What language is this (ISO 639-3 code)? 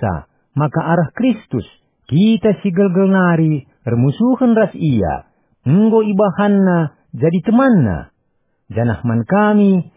btx